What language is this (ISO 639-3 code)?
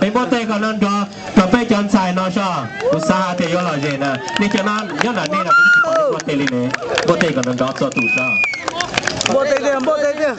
hmn